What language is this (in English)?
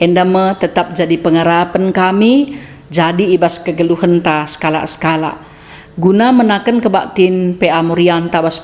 Batak Karo